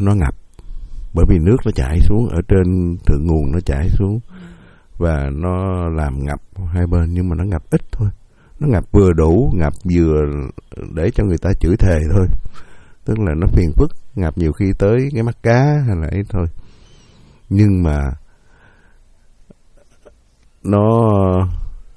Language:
Vietnamese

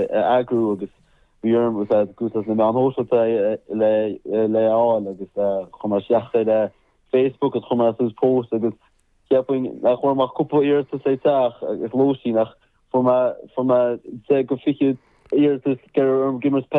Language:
Irish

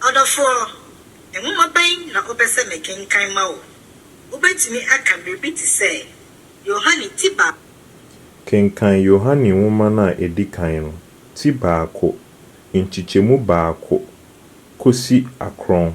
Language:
Akan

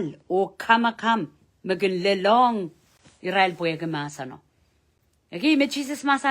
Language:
Pohnpeian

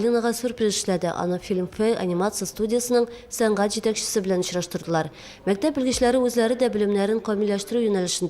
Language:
Tatar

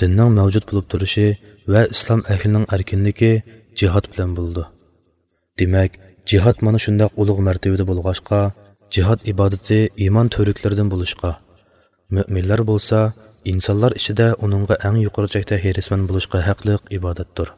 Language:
Uyghur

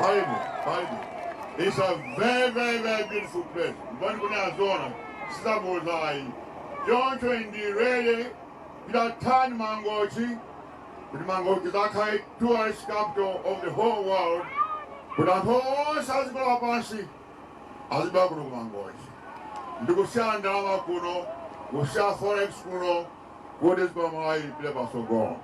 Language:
Nyanja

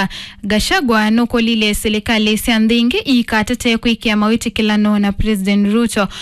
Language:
Kamba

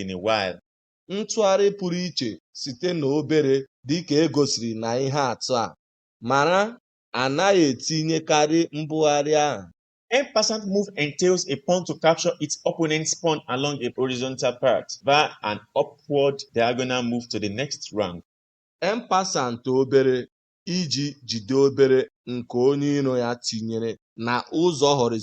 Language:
Igbo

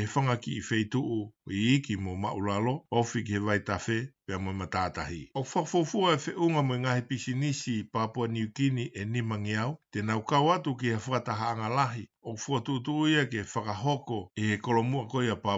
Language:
Tongan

